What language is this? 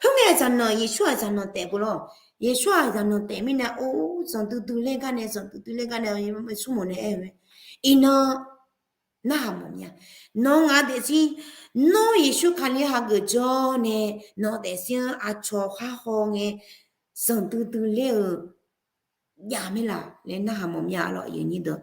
Akha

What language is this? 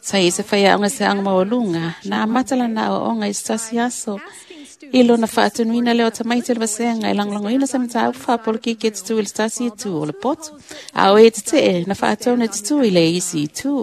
Samoan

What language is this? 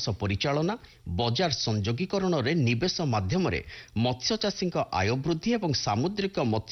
Odia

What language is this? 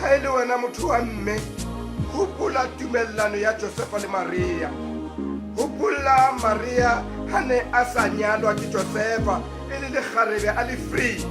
Southern Sotho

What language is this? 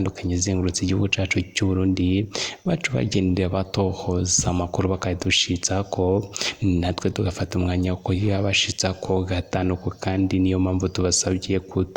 Rundi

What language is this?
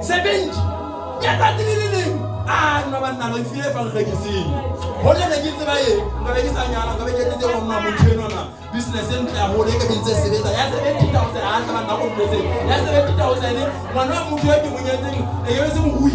Southern Sotho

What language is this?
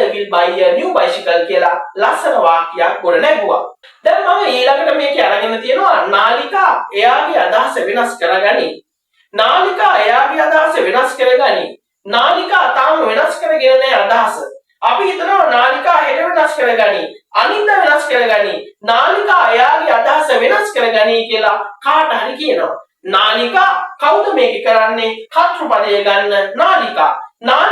Sinhala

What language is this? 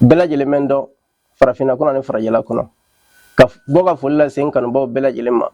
Bambara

